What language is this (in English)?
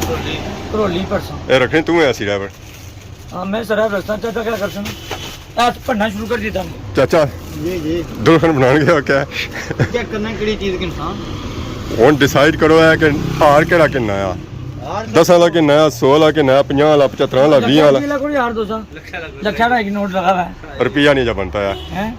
Pahari-Potwari